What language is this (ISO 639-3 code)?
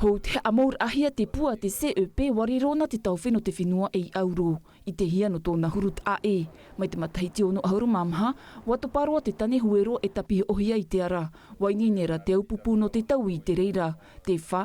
tah